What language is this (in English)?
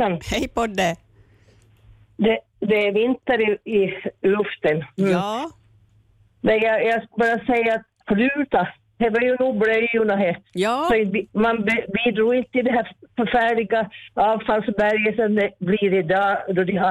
Swedish